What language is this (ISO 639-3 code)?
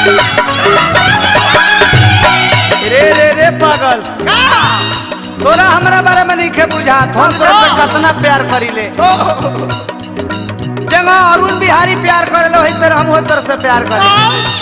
bho